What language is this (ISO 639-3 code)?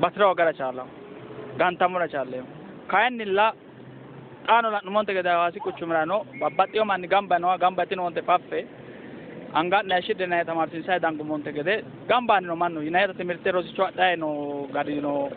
sid